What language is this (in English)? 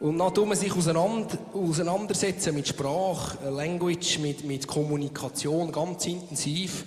Swiss German